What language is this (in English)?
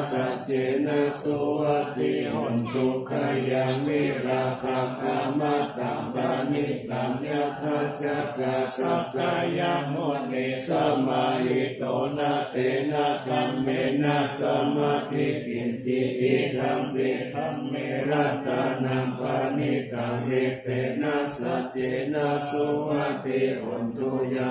Pali